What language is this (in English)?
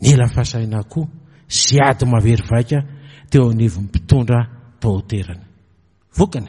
Malagasy